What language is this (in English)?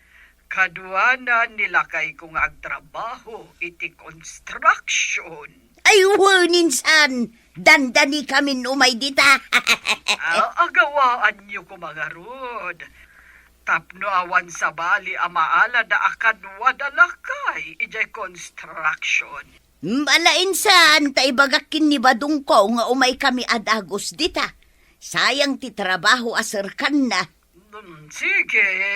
Iloko